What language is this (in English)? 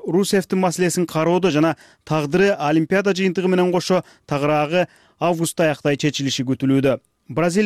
Kyrgyz